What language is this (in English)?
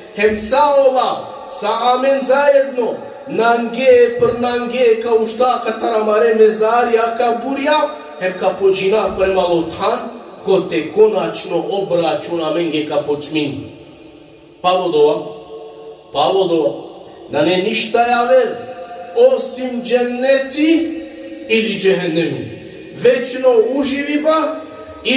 Balkan Romani